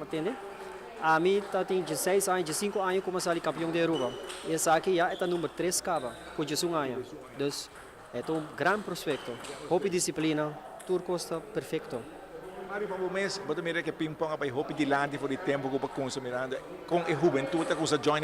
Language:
Papiamento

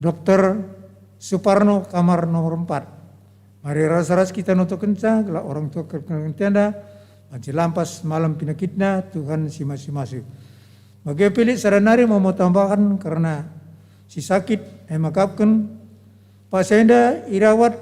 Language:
Batak Karo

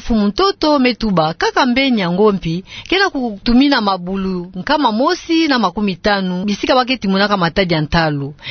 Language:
Kituba (Democratic Republic of Congo)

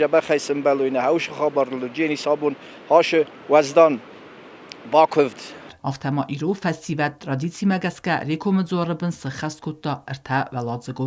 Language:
Ossetic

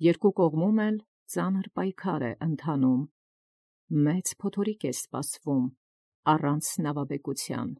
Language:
Armenian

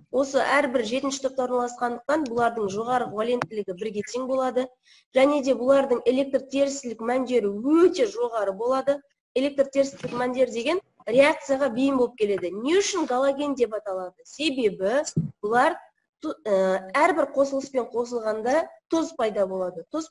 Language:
Kazakh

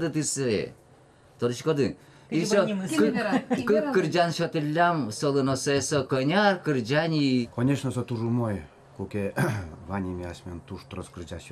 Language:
Udmurt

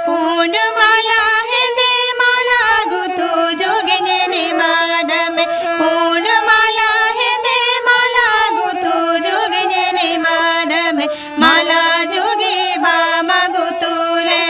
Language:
Santali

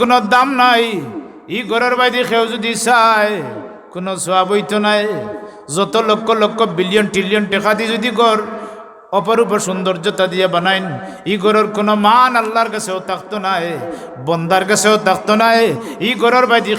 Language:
Sylheti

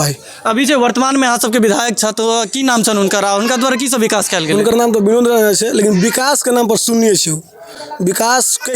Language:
Maithili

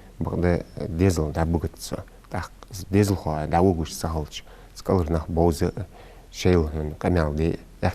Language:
Ingush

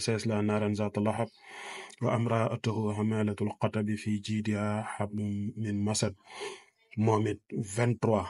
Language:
Wolof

